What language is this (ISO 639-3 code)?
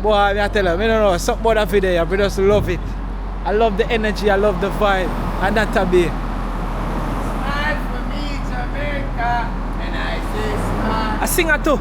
jam